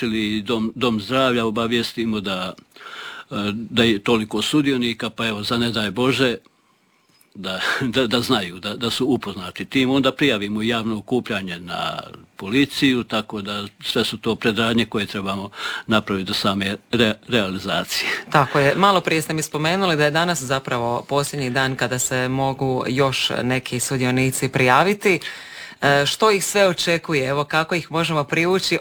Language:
Croatian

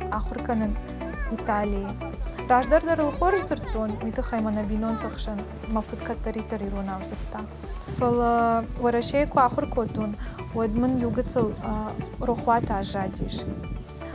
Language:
Ossetic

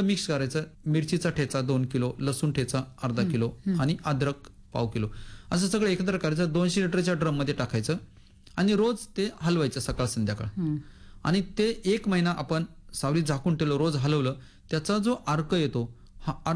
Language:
Marathi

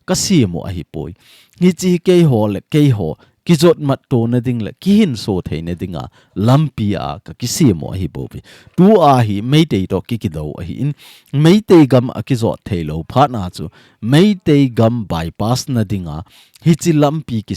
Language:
Thado Chin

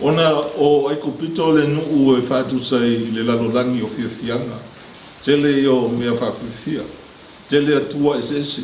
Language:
Samoan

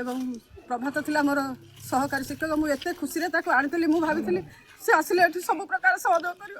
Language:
Odia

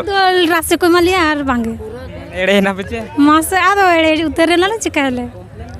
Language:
Santali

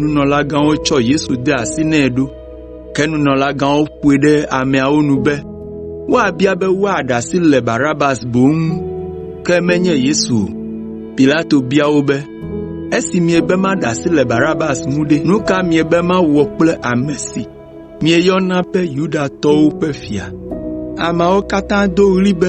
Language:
Ewe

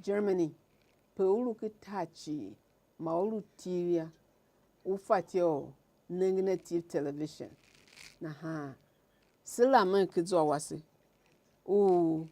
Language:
Tiv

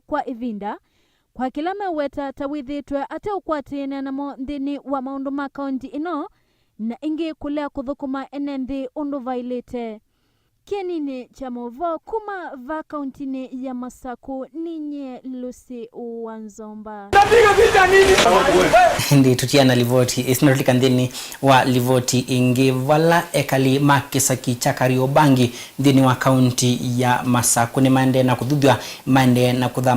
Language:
Kamba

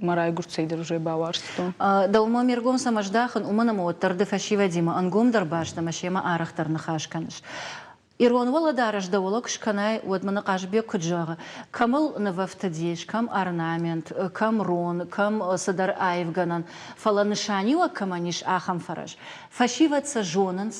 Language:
Ossetic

